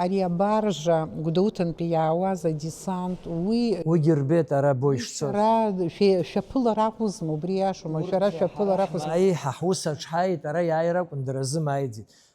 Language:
Abkhazian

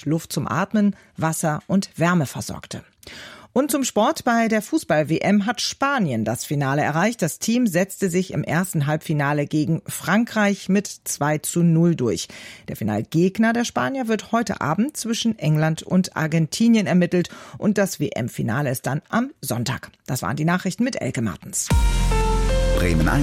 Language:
German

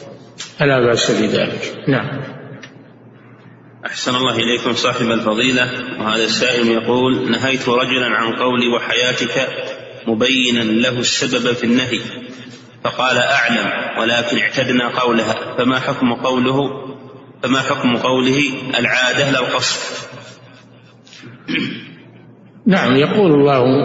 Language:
Arabic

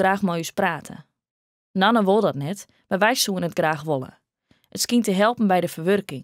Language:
Western Frisian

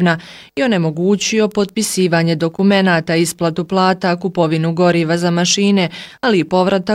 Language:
Bosnian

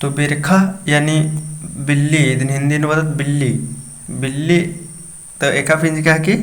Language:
Kurukh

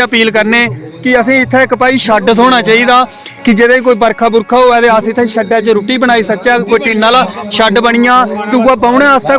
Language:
Dogri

